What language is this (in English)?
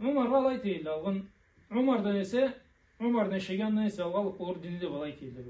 Karachay-Balkar